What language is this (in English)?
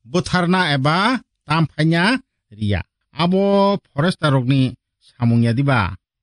Kok Borok